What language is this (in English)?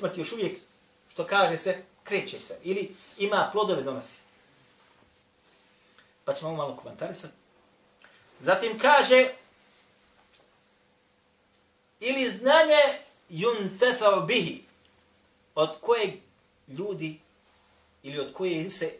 Bosnian